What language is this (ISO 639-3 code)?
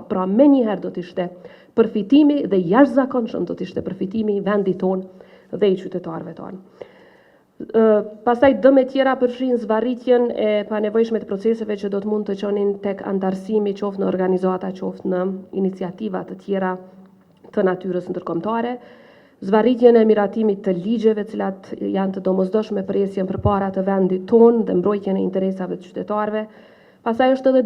sqi